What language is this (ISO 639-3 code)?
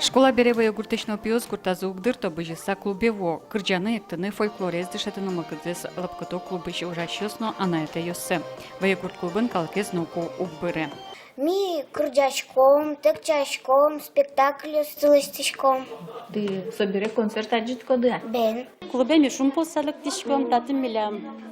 udm